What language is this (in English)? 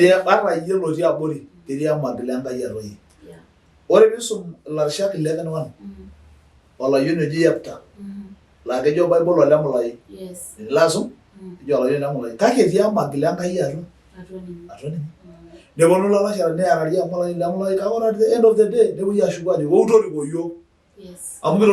Masai